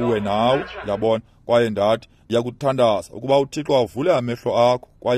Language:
Xhosa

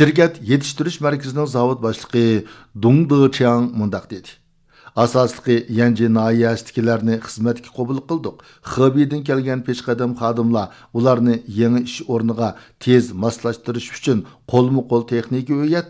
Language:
Uyghur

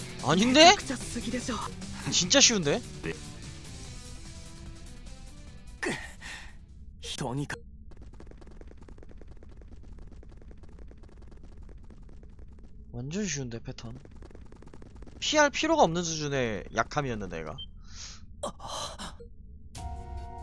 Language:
Korean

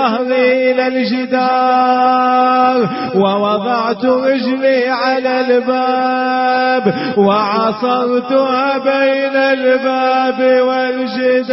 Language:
Arabic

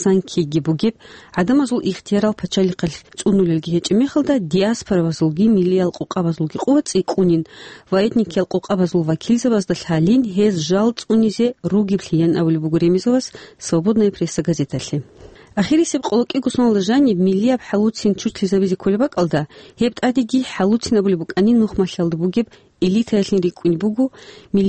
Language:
Avaric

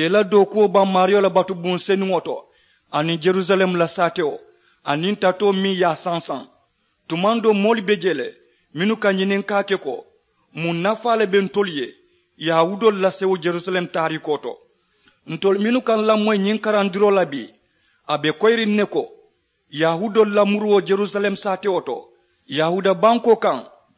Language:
Mandingo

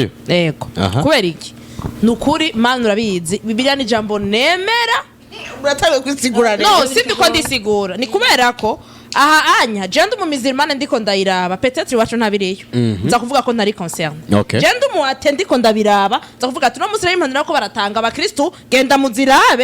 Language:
Rundi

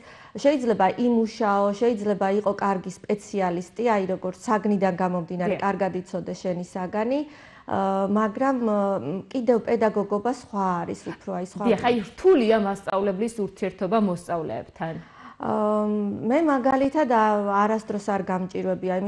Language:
Georgian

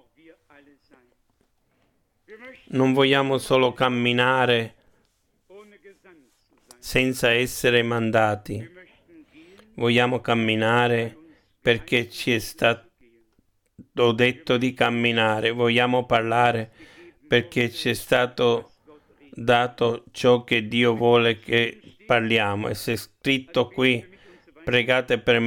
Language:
Italian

